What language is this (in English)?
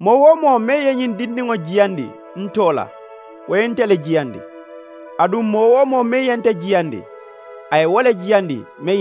Mandingo